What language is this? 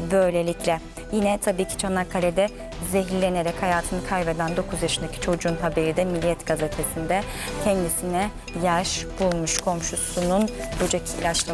Turkish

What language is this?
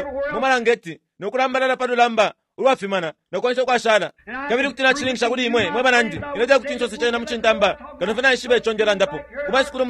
Bemba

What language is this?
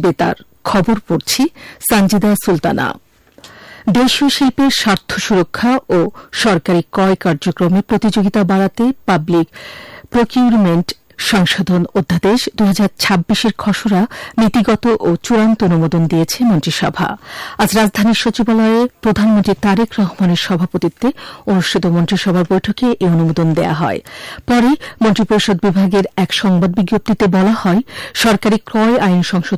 Bangla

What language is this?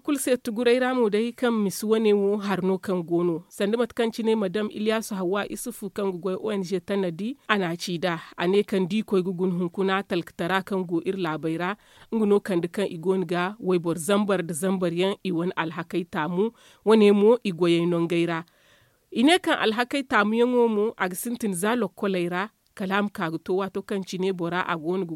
Zarma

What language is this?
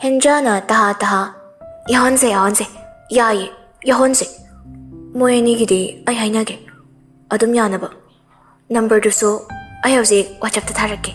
Manipuri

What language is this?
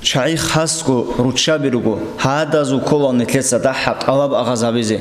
Avaric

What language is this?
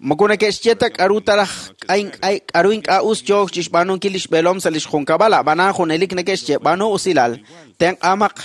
Kekchí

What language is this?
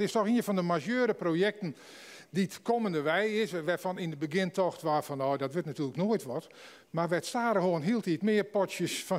Western Frisian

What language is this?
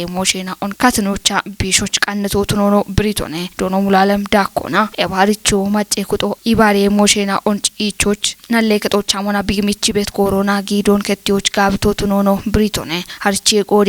Kafa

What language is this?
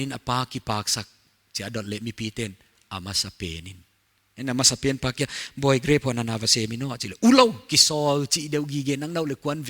Paite Chin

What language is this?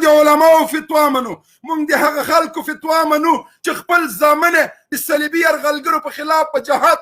Pashto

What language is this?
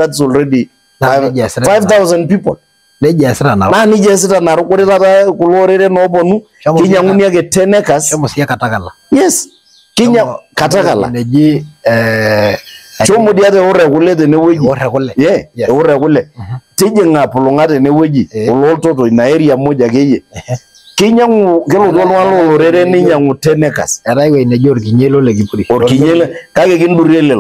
Masai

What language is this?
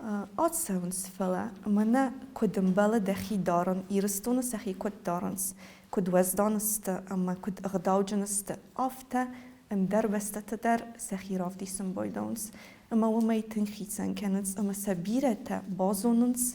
Ossetic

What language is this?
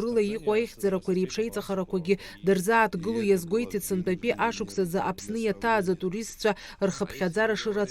Abkhazian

